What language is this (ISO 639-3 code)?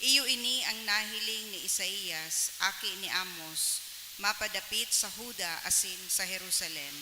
bik